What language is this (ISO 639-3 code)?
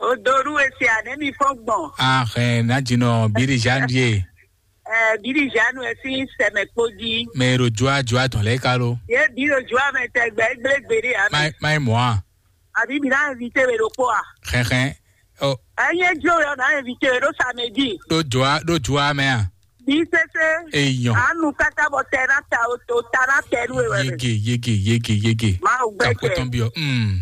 fon